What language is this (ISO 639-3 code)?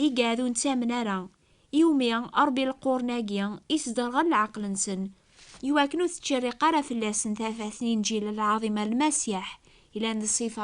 kab